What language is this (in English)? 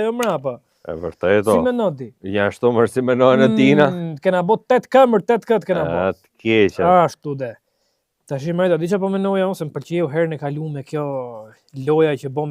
Albanian